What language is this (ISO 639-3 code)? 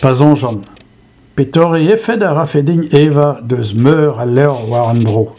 bre